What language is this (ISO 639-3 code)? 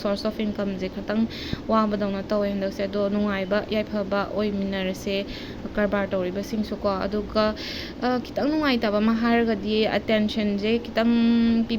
mni